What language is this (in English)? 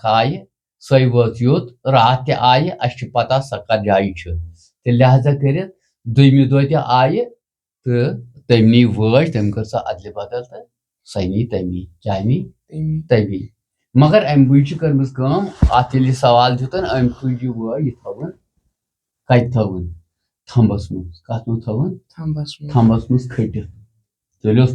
Kashmiri